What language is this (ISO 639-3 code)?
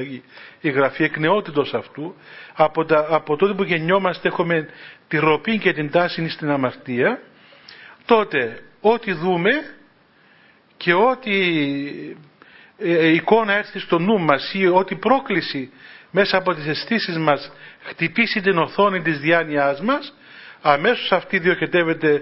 ell